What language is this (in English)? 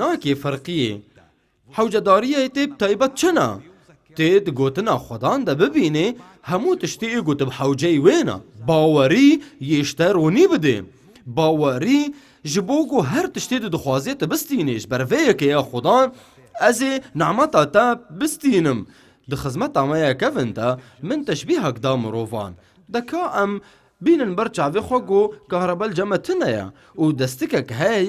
Kurdish